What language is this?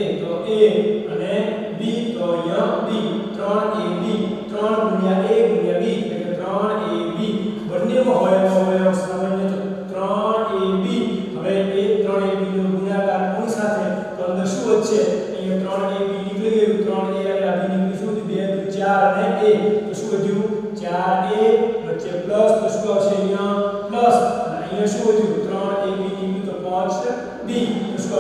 Gujarati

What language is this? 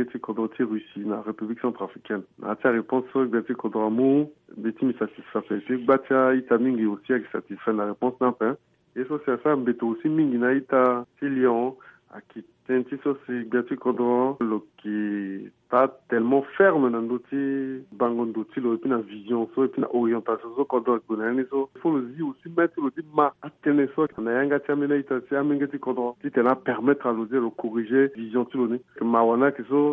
Sango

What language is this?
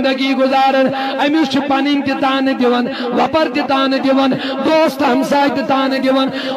Kashmiri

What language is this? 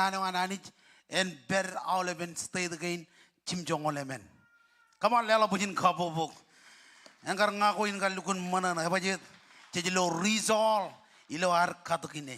Marshallese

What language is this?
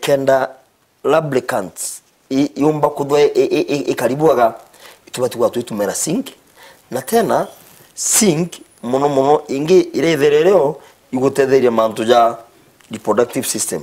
Meru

